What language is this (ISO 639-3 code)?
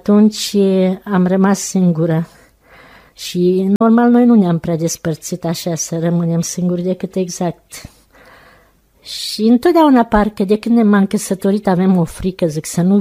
ron